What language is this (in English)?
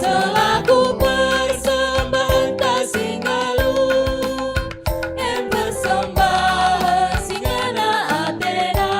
Batak Karo